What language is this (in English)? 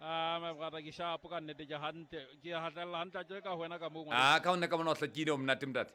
Southern Sotho